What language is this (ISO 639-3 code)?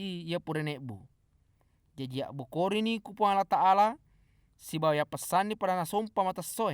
bug